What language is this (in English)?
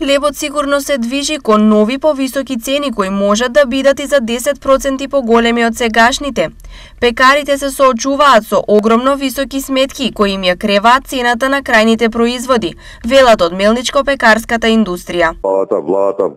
Macedonian